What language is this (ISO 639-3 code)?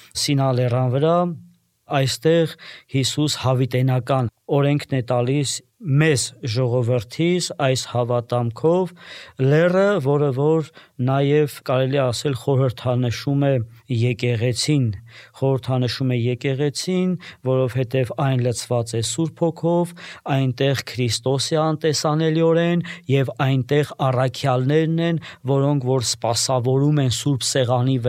hye